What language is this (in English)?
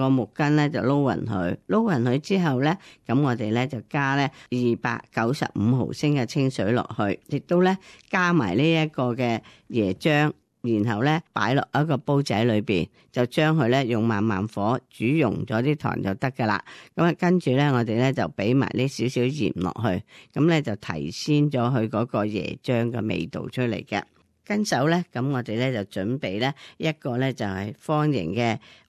Cantonese